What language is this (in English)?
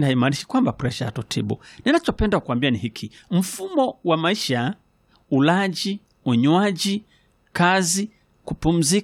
Swahili